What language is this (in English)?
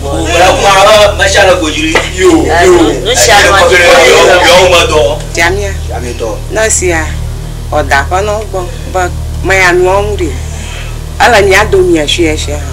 Ewe